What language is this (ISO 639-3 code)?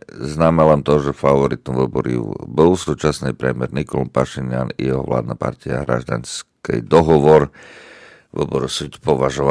slk